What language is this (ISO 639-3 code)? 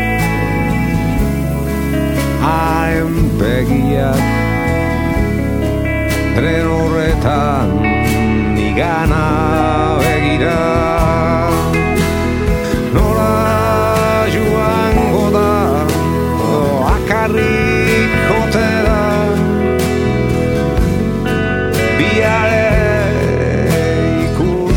eus